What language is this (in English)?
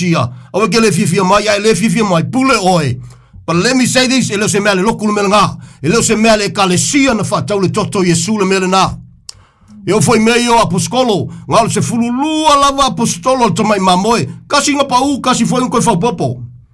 Samoan